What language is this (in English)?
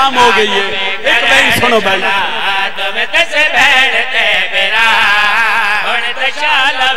Saraiki